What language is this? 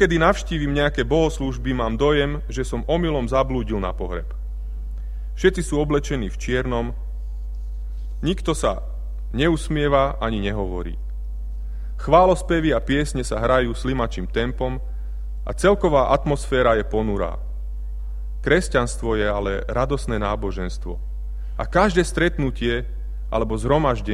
Slovak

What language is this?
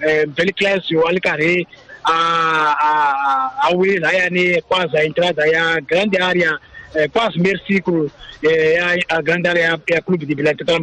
Tsonga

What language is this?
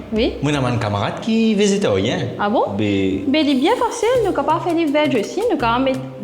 Morisyen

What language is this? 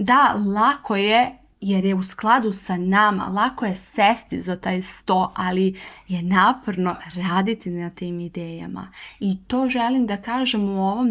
Serbian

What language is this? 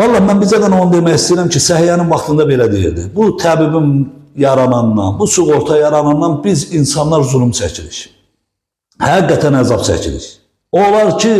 Azerbaijani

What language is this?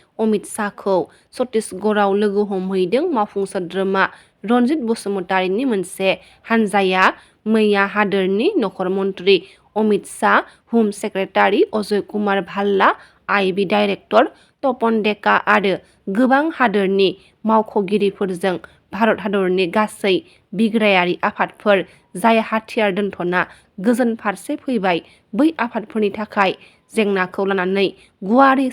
Bodo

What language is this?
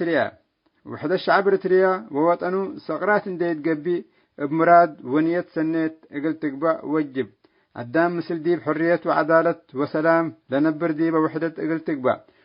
Tigre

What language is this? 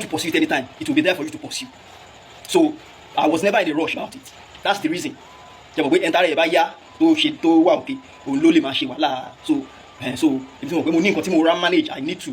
Yoruba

